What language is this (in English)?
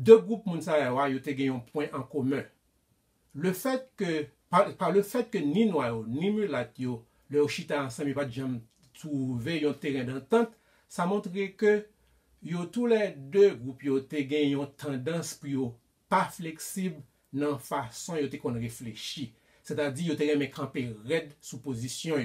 Haitian Creole